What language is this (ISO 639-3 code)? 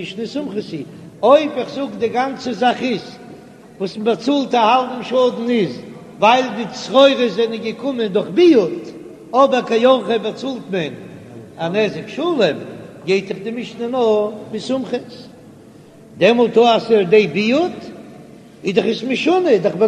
yid